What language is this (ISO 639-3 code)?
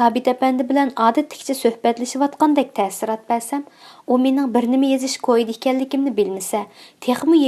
uig